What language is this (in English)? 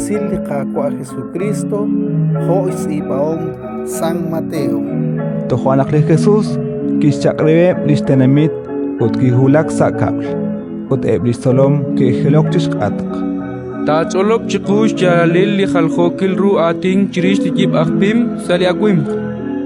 Kekchí